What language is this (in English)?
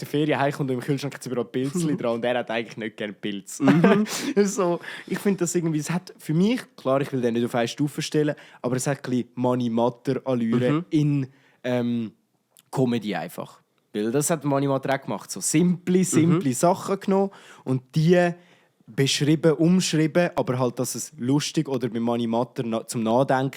Swiss German